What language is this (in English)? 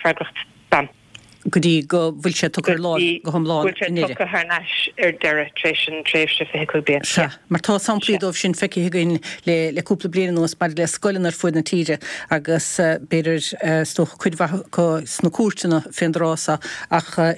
Irish